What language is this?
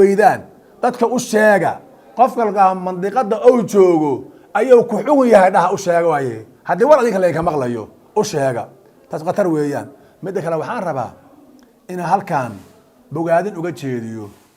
Somali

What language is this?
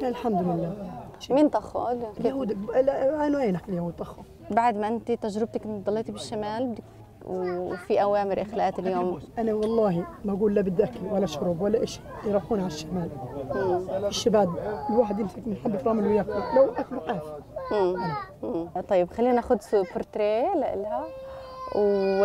North Levantine Arabic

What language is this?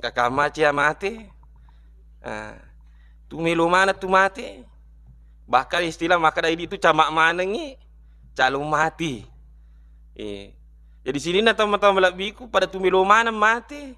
Buginese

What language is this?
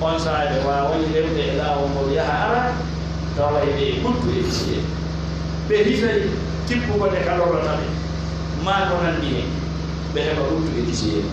Pular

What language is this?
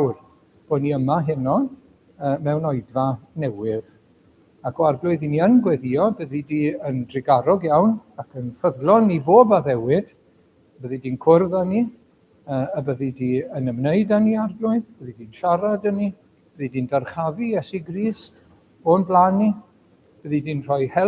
Welsh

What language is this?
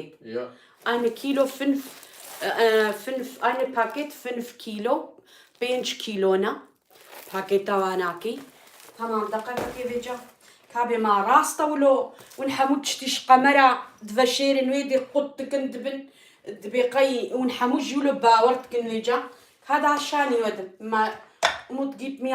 Kurdish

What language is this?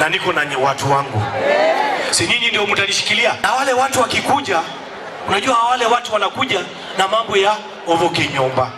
Gusii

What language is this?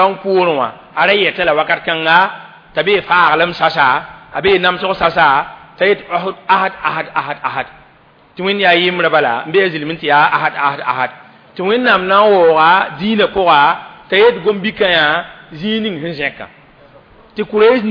Mossi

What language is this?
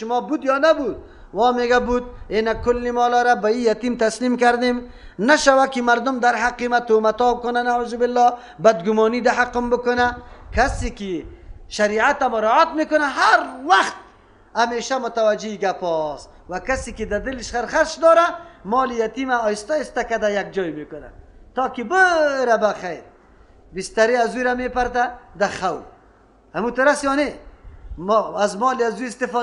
Persian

